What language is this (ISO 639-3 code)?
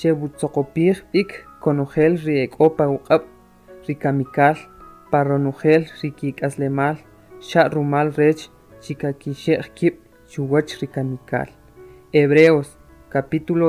quc